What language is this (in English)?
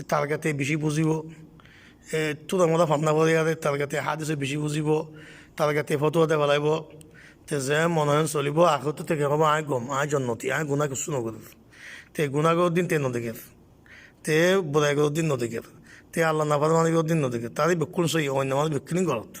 Rohingya